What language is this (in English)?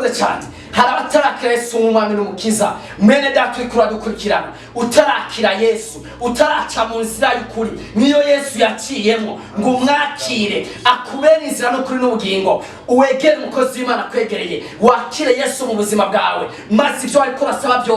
Rundi